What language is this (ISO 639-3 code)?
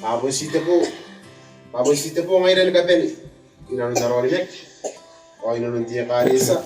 gil